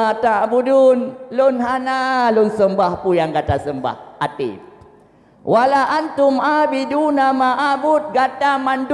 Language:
Achinese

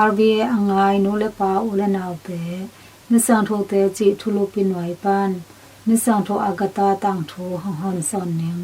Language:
Tedim Chin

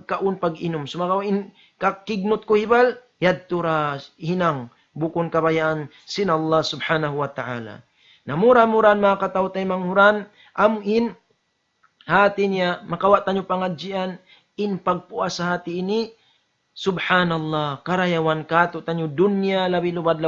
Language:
Tausug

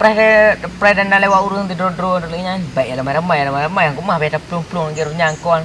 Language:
Achinese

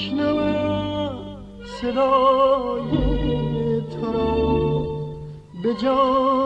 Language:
Persian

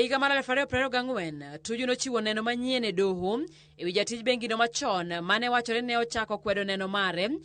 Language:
Luo (Kenya and Tanzania)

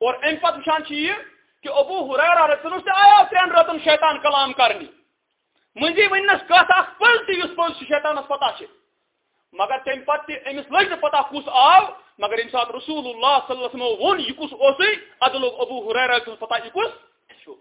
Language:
Kashmiri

